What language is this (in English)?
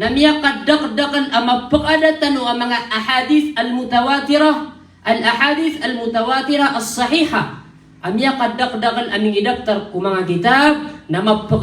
Maranao